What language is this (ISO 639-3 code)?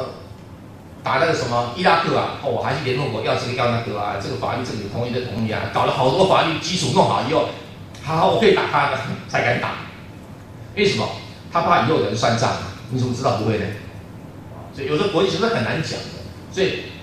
zho